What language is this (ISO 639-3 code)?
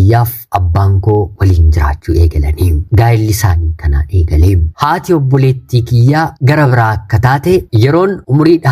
orm